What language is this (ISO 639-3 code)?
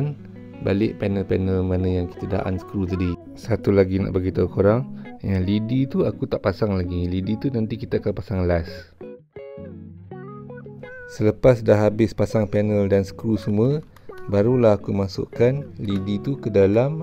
msa